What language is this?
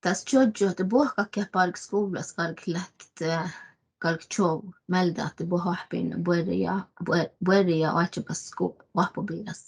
Northern Sami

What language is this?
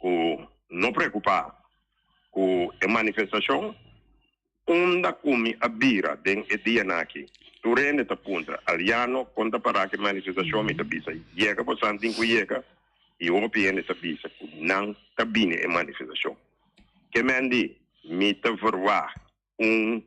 Papiamento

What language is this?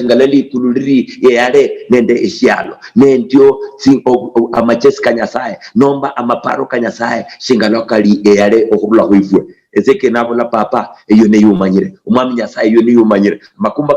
Luyia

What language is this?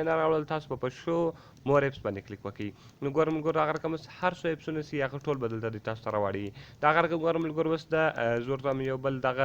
Pashto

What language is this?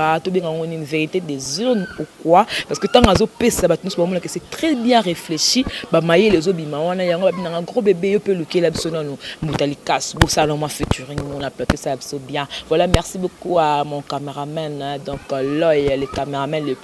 Lingala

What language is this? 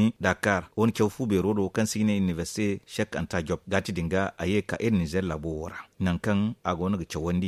Zarma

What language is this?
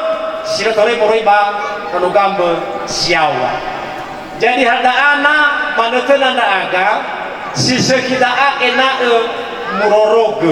Nias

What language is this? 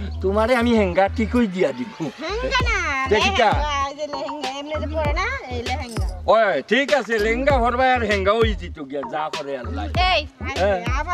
Sylheti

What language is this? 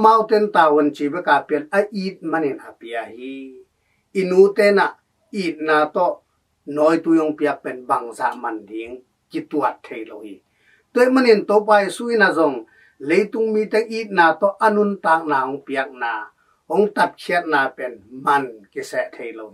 Tedim Chin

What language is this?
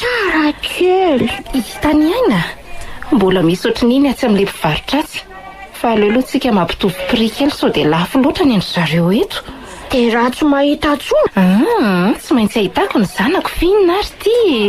Malagasy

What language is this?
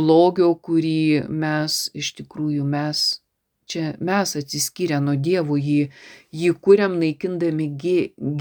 Lithuanian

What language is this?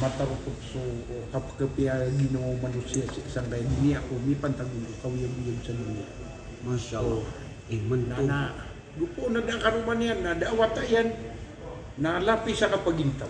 Maranao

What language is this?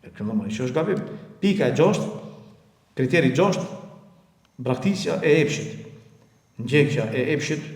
Albanian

